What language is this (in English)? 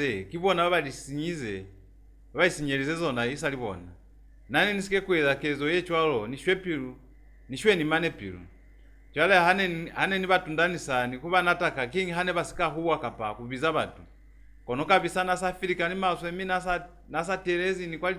Lozi